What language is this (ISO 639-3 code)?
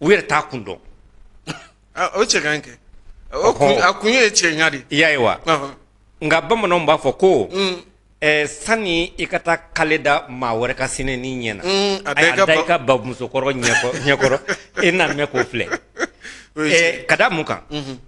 bam